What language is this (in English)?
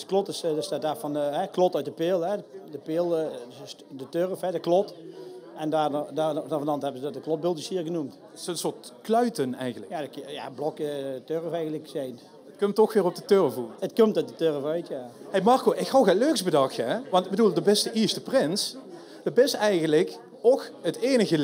Limburgish